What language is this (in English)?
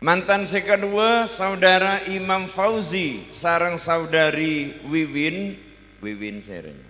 Madurese